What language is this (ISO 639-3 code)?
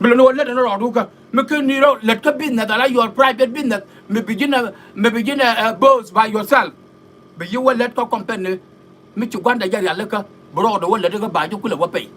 nus